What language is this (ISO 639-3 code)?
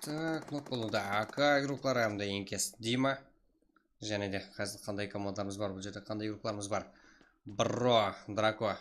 kaa